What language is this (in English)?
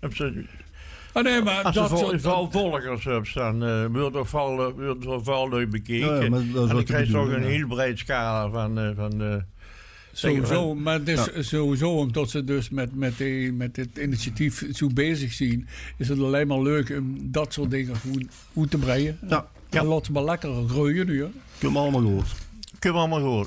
Limburgish